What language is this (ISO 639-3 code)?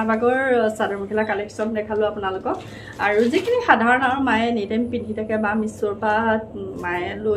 asm